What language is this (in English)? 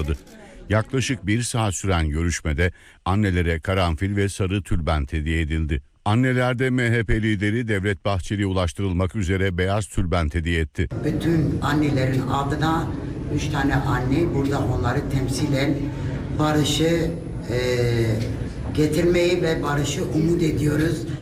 Turkish